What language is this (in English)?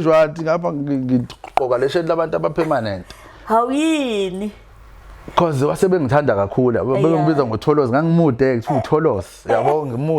Zulu